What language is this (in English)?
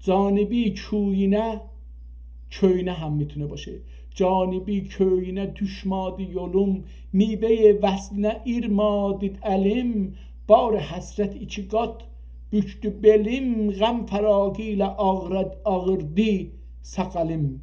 South Azerbaijani